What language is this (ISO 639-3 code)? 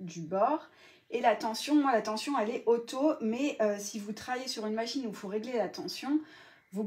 fra